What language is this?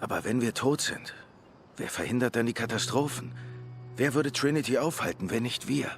Swiss German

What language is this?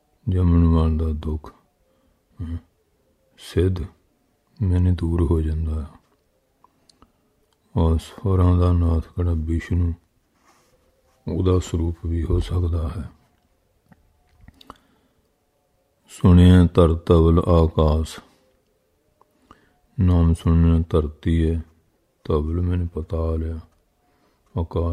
Punjabi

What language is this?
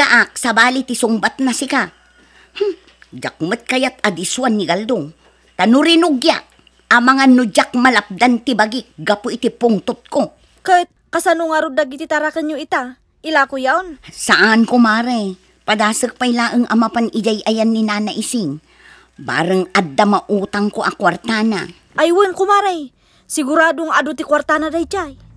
Iloko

